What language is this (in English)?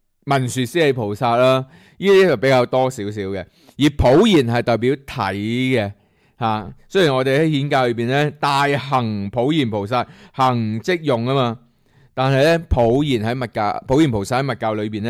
Cantonese